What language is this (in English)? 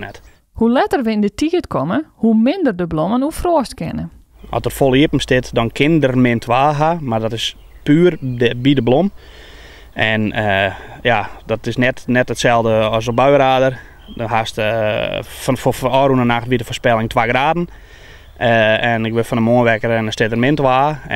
Western Frisian